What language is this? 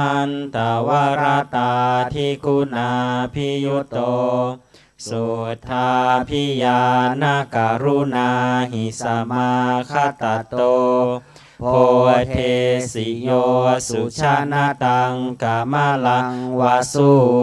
Pali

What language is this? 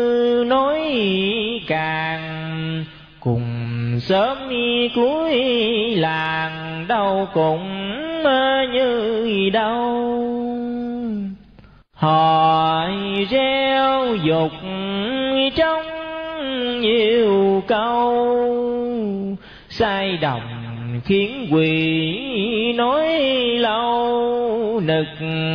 Vietnamese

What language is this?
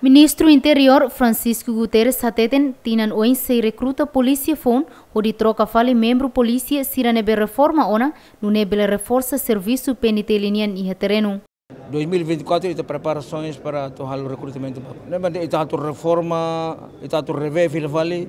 Tetum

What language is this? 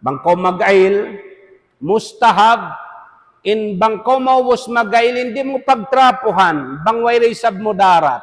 Tausug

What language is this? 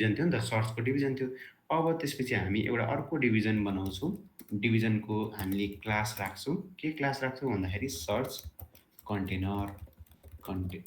Nepali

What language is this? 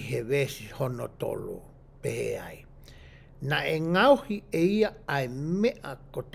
Tongan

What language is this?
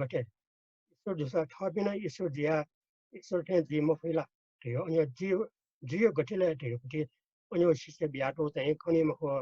Newari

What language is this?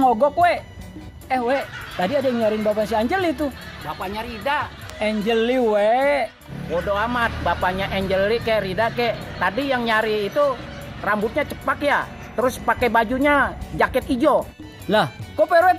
Betawi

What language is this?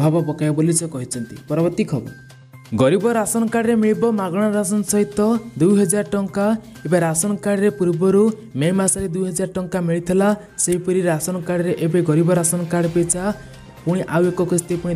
Odia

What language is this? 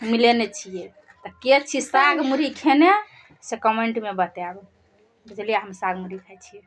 Maithili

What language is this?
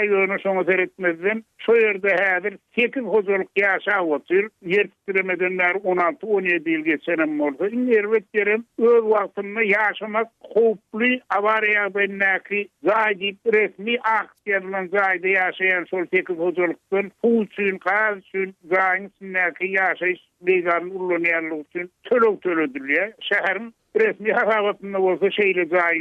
Turkmen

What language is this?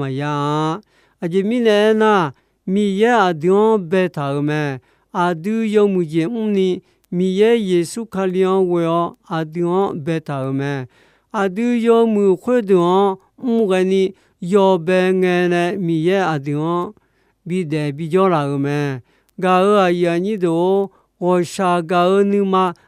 Akha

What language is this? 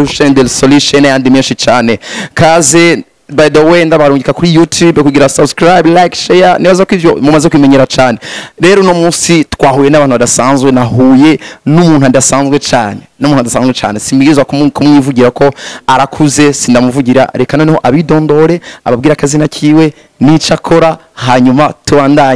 Rundi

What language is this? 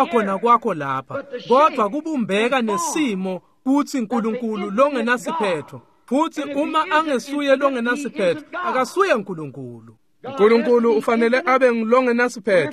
Swati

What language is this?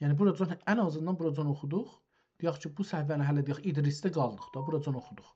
South Azerbaijani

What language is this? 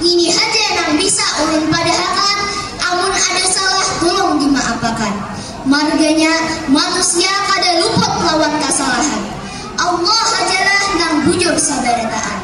Banjar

